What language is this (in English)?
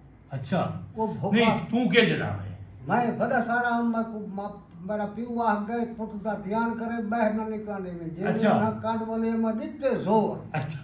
Saraiki